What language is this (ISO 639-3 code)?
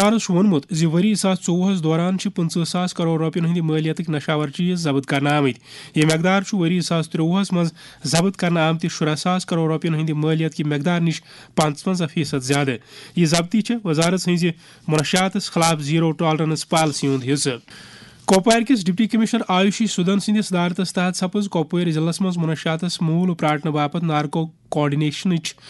kas